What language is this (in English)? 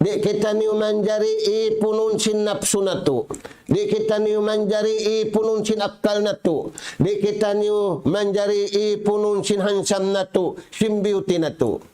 Tausug